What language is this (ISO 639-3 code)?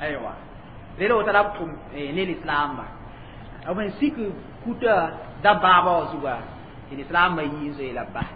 mos